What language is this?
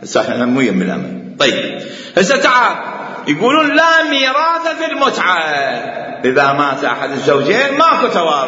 Mesopotamian Arabic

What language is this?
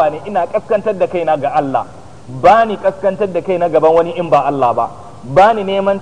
Hausa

